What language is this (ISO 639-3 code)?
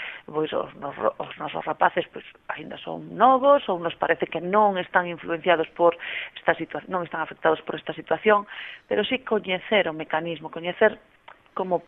glg